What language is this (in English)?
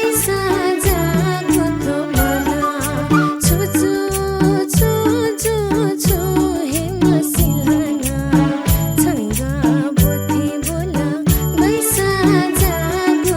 Newari